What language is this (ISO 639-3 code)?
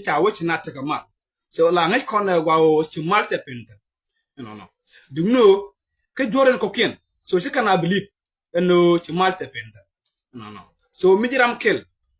nus